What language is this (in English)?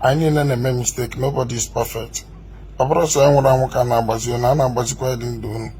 Igbo